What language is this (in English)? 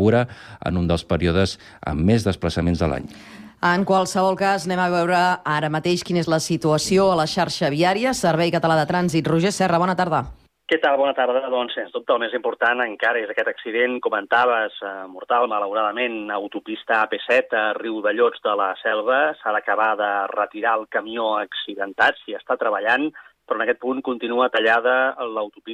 Catalan